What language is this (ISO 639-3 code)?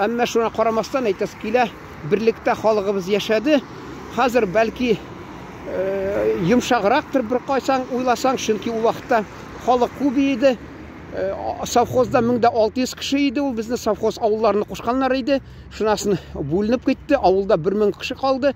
tat